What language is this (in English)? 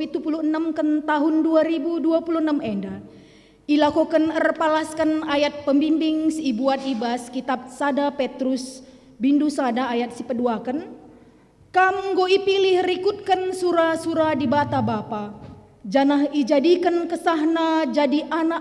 Batak Karo